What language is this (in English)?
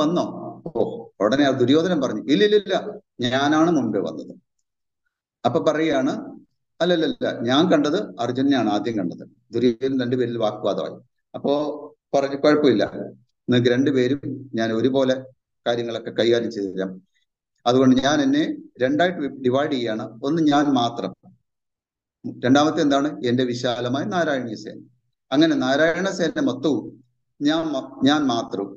Malayalam